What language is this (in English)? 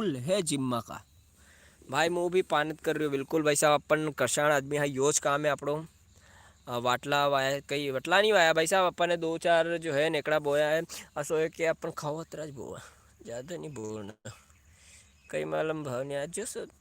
Rajasthani